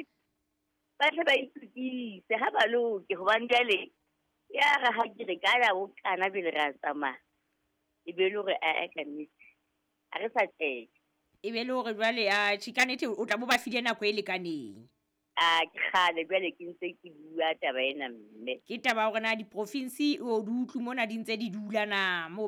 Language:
Southern Sotho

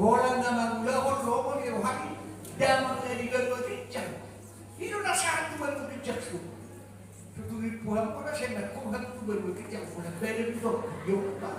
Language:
Batak Toba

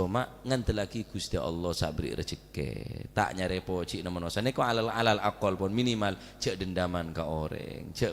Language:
Madurese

